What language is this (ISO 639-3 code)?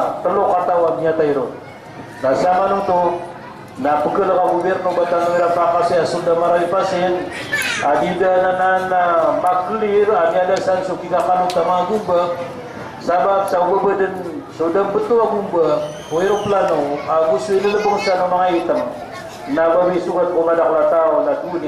mrw